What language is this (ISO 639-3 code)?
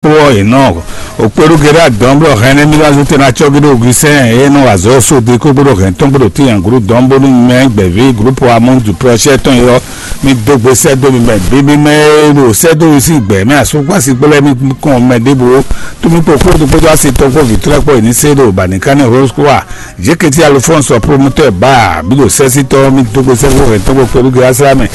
fon